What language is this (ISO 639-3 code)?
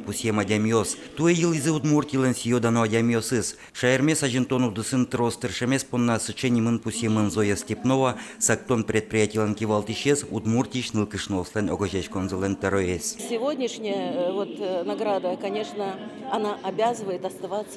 udm